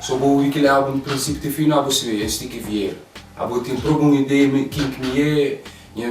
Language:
Kabuverdianu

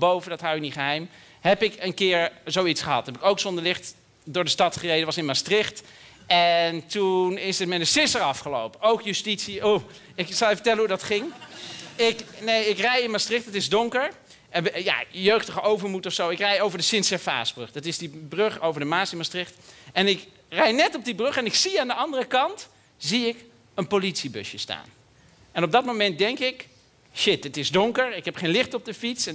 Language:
Dutch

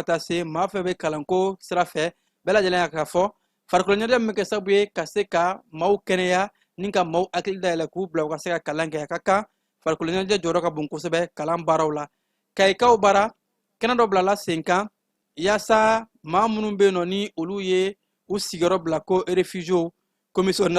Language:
Bambara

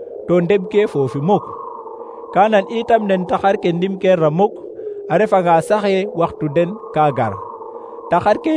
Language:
Serer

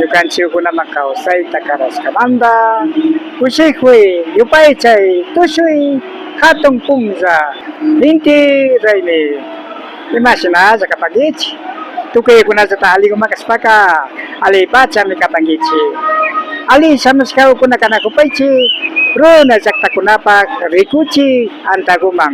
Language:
Imbabura Highland Quichua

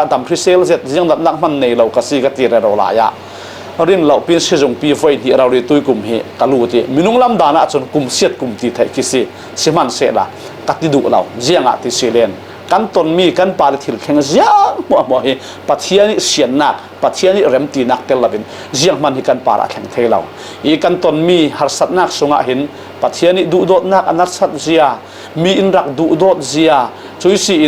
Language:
Falam Chin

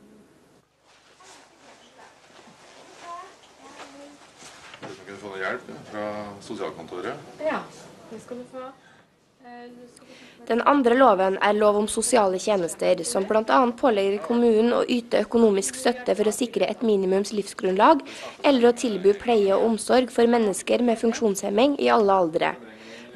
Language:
Norwegian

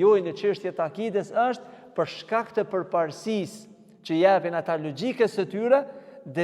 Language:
Albanian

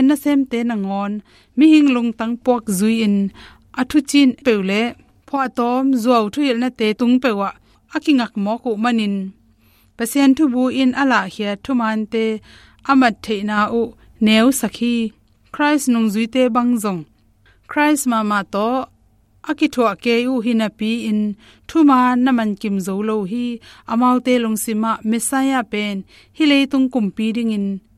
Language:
Tedim Chin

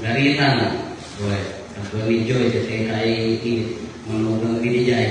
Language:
Iloko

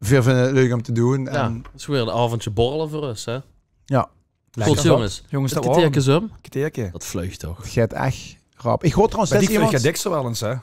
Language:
Limburgish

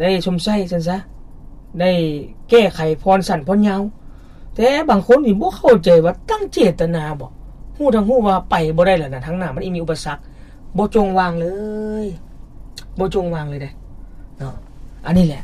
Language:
Lao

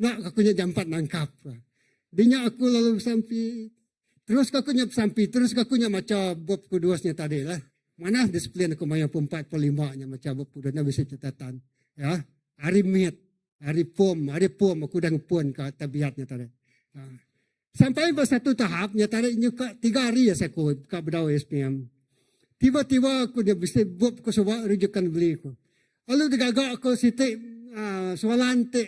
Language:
Iban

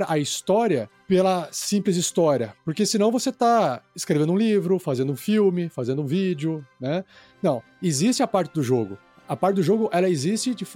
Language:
Portuguese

